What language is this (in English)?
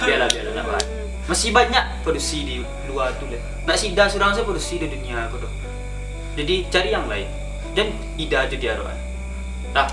Minangkabau